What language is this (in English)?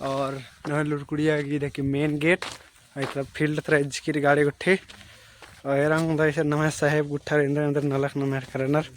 Kurukh